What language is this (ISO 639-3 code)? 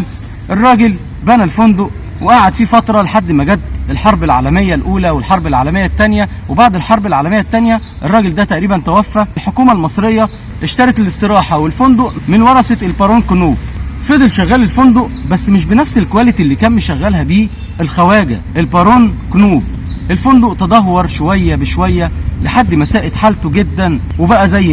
arz